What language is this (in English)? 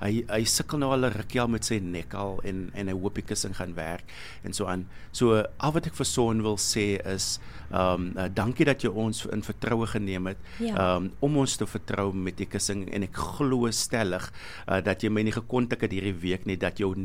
Afrikaans